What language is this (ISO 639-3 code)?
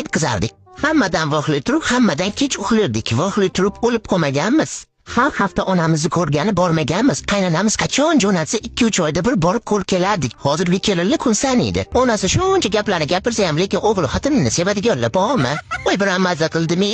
uzb